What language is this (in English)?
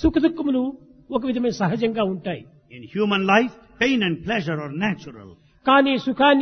Telugu